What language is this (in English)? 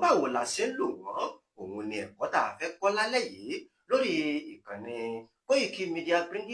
Yoruba